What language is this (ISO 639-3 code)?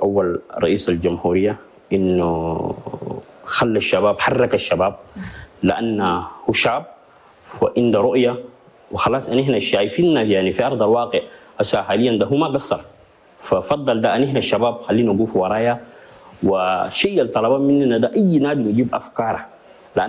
shu